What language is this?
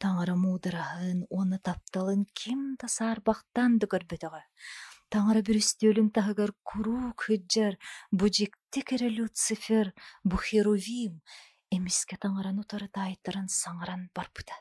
Yakut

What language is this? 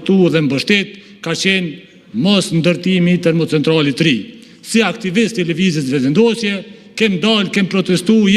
Albanian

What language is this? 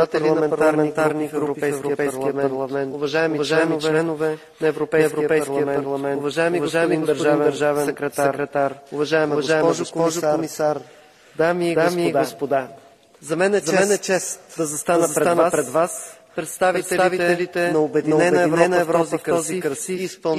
Bulgarian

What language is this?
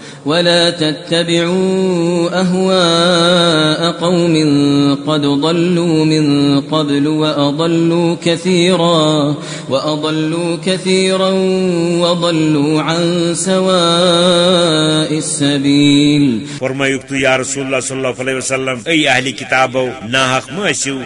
Kashmiri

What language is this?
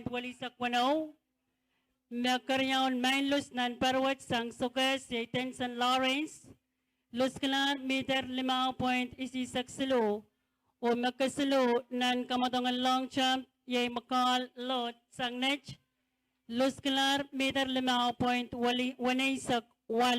Pohnpeian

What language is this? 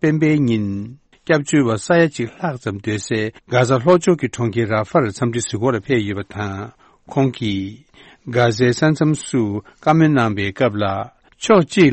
Tibetan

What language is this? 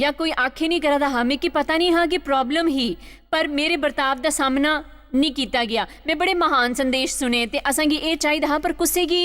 Dogri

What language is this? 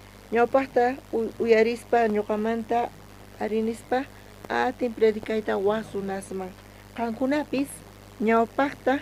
South Bolivian Quechua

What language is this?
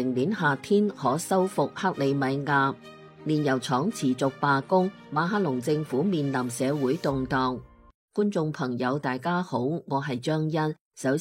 Cantonese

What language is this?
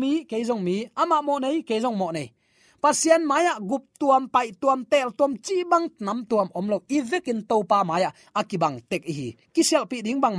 Tedim Chin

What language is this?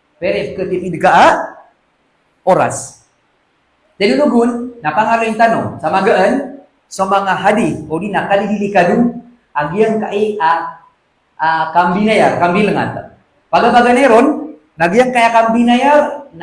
Maranao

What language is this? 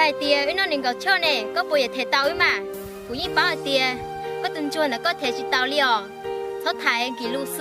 Hmong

